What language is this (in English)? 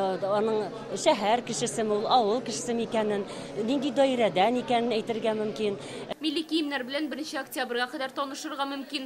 Tatar